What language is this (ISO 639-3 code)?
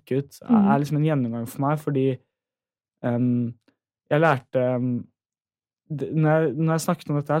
nor